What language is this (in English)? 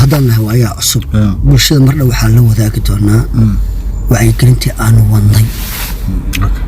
Somali